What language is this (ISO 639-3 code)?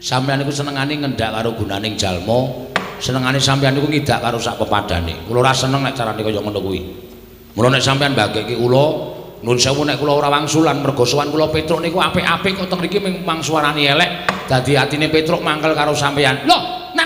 jav